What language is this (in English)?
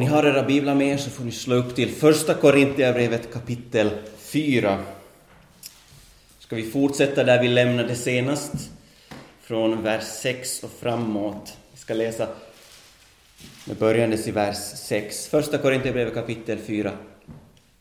Swedish